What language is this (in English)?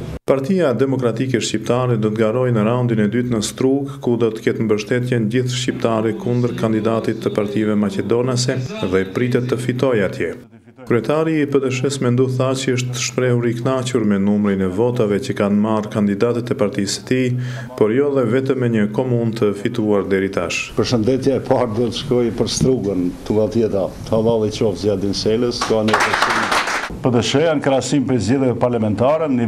Albanian